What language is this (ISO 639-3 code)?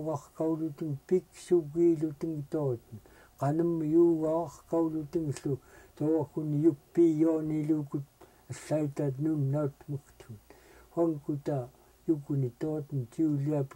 esu